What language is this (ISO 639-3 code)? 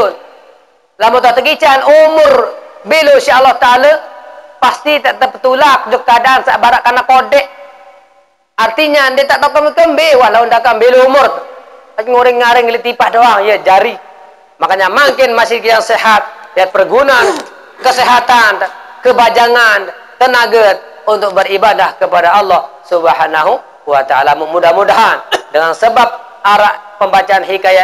sas